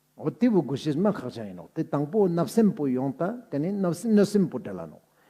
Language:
Ladakhi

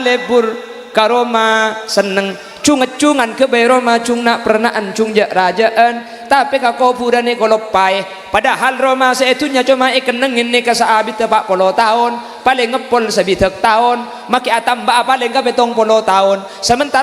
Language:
Madurese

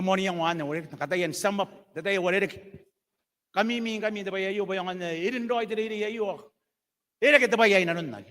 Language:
Gilbertese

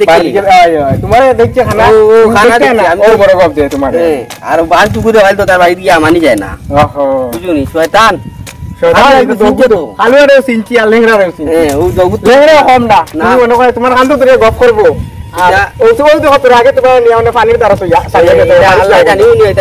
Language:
Sylheti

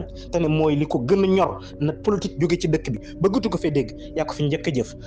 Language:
Wolof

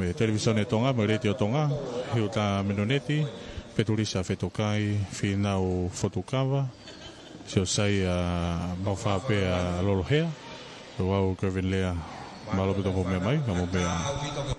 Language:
Tongan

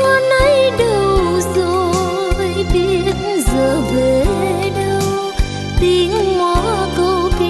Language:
Vietnamese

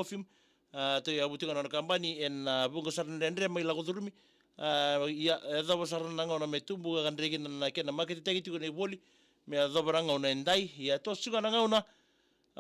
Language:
Fijian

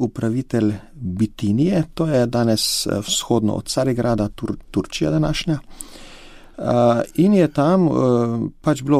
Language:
Slovenian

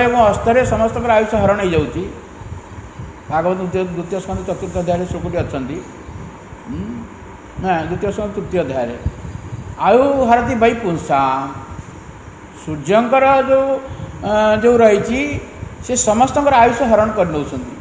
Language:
Odia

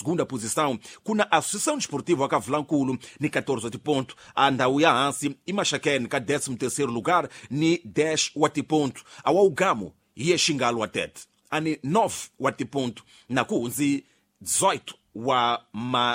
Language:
Tsonga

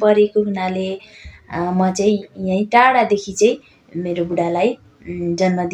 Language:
Nepali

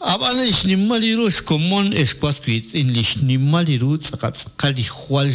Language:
Kekchí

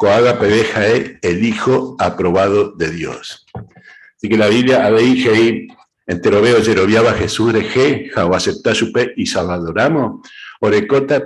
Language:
Guarani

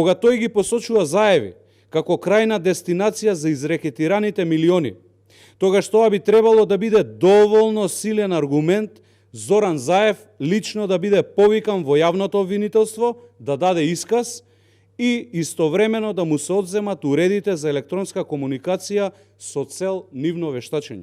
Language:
Macedonian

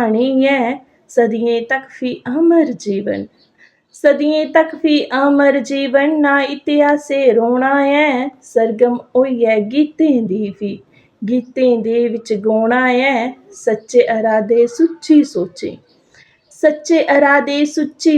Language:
Dogri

